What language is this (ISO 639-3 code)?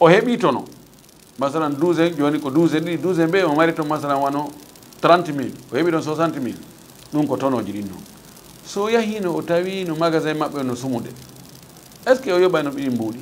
ful